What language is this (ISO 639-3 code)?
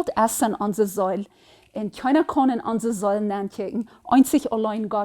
pdt